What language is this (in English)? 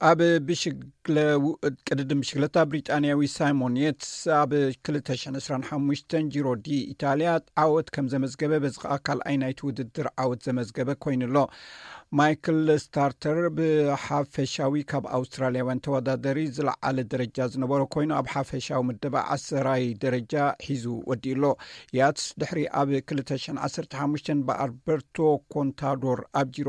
Tigrinya